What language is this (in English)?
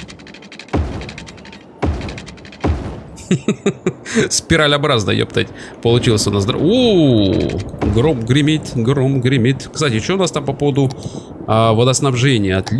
Russian